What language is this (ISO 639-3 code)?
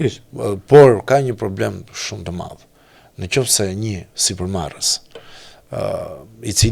sqi